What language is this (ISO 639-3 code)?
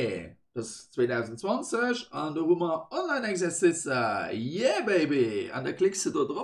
ltz